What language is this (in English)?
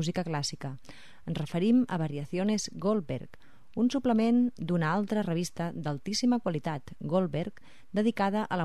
Catalan